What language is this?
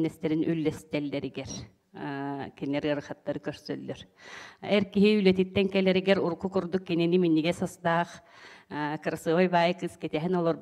Yakut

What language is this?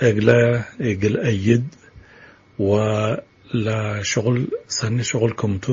Tigre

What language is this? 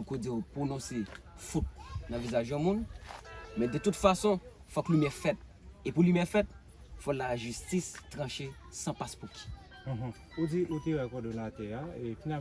Haitian Creole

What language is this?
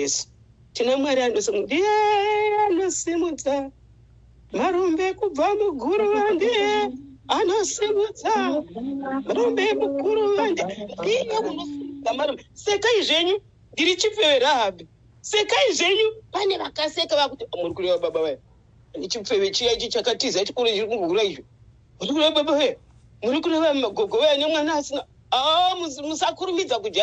Shona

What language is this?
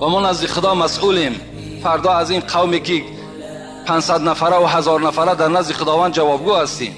Tajik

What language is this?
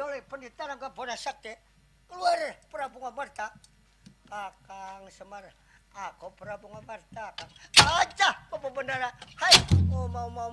Banjar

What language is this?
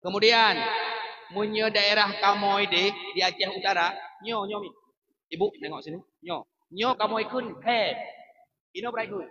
Achinese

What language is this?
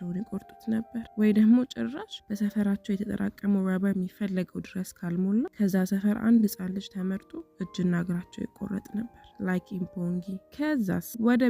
Amharic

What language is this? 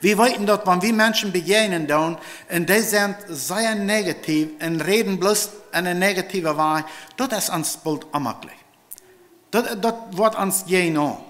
Plautdietsch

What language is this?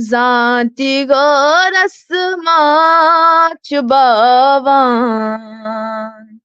Kashmiri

